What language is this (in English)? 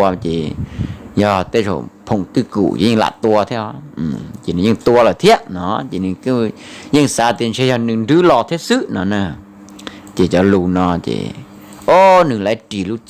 Hmong